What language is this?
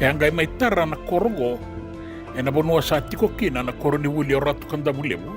Fijian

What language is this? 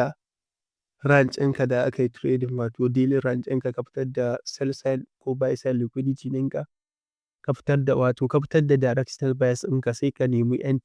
Hausa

